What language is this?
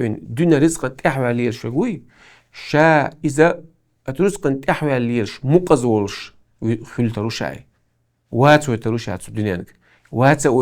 Chechen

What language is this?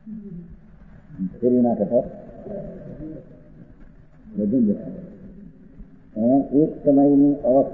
Gujarati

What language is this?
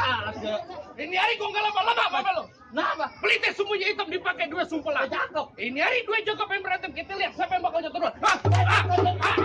Betawi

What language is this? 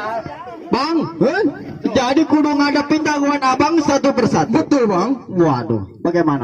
Betawi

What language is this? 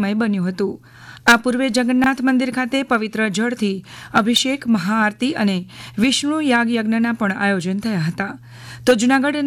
Gujarati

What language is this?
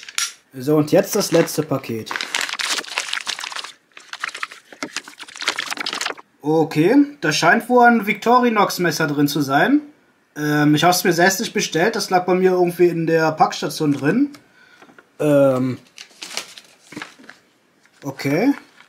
German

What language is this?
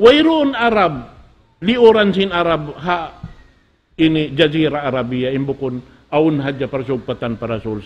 Tausug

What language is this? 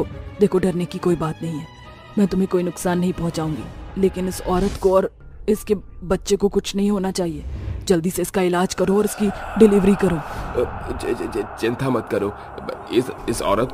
Hindi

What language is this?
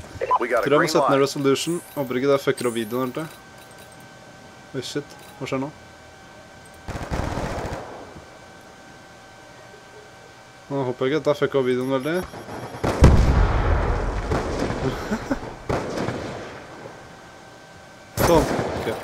Norwegian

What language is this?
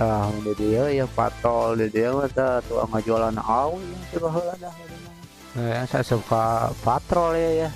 Sundanese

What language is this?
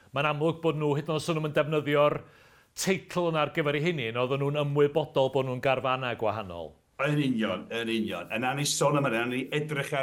Welsh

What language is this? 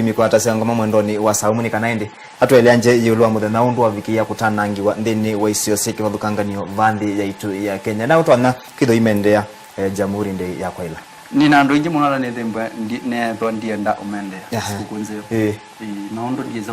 Kamba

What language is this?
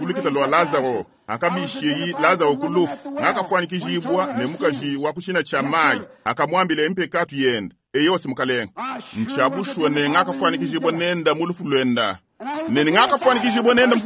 Luba-Lulua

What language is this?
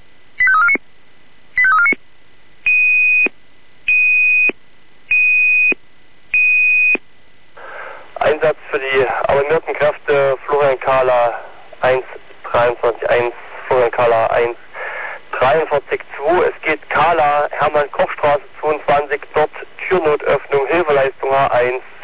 German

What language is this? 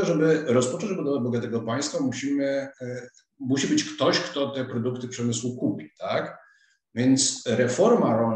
Polish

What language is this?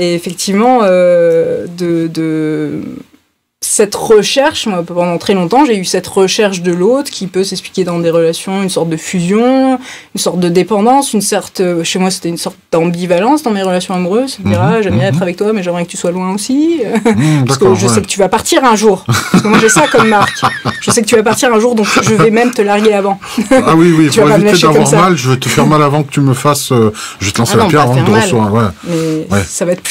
French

